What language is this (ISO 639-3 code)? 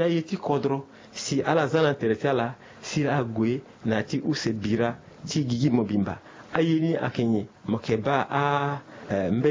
sag